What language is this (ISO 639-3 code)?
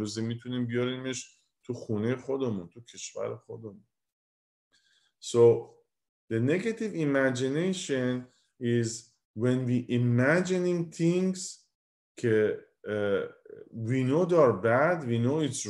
fas